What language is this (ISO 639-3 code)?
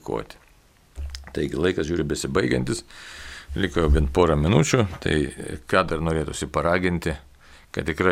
lit